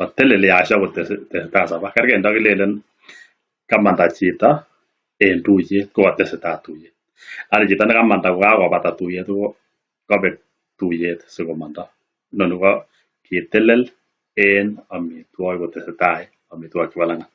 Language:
Kalenjin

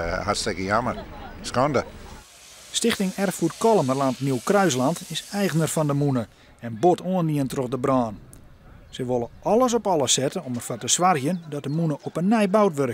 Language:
Western Frisian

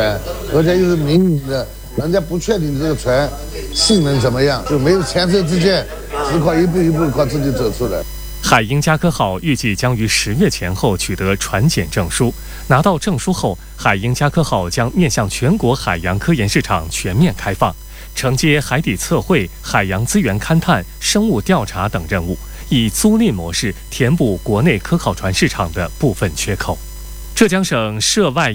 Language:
Chinese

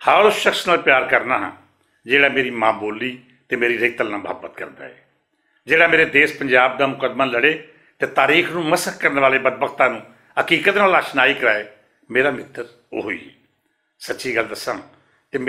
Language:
Western Panjabi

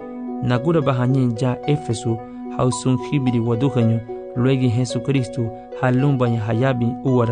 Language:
Garifuna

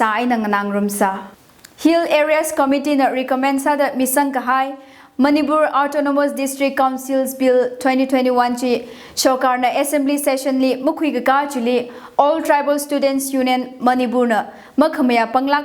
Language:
Tangkhul Naga (India)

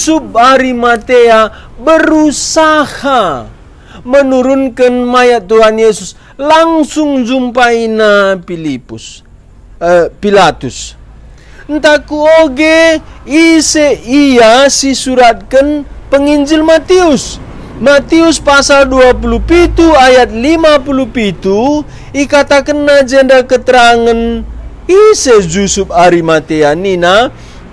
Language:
Batak Karo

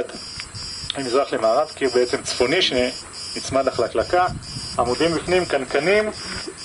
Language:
Hebrew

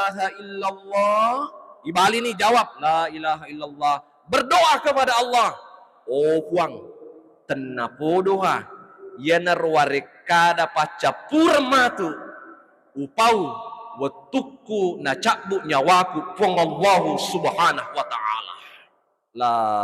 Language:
Buginese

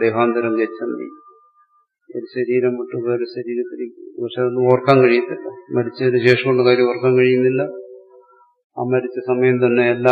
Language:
Malayalam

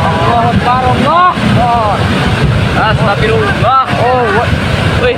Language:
Minangkabau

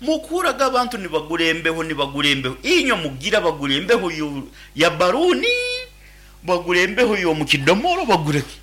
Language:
Nyankole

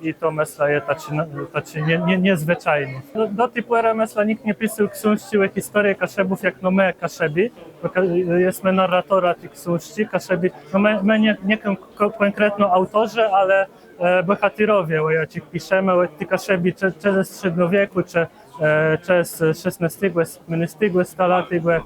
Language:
Kashubian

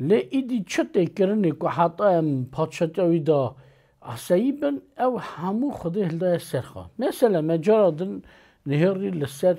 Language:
Kurdish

